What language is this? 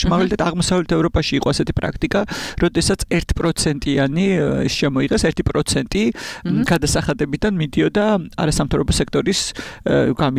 Georgian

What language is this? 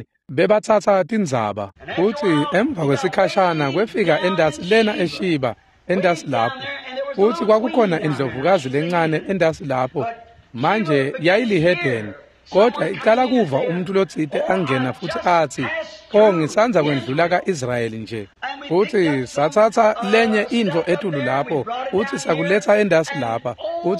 Swati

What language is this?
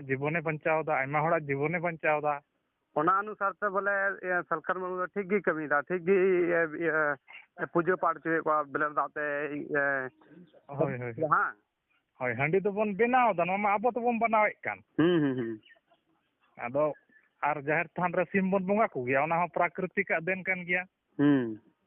Santali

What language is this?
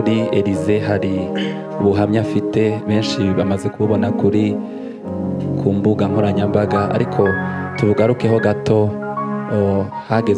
Kinyarwanda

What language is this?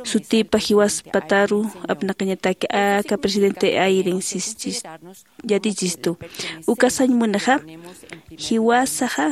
Aymara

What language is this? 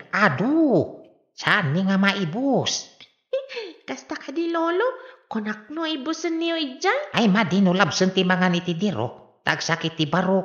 Iloko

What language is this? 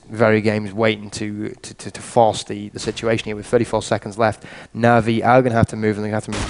English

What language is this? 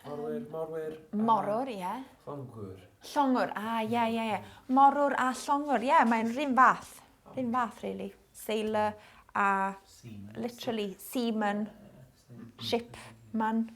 Welsh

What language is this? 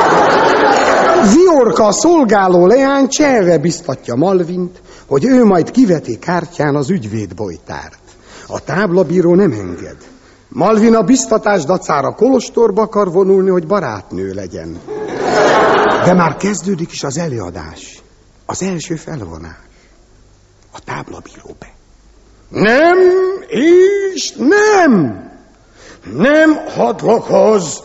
Hungarian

